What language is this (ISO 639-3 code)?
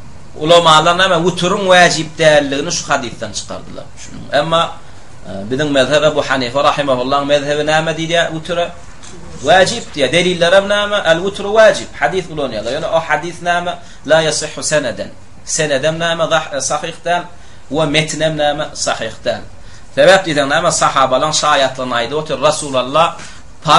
tuk